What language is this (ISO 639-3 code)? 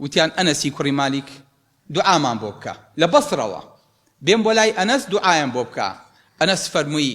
ckb